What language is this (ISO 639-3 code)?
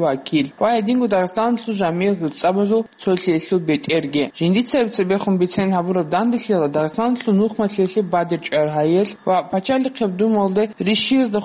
ava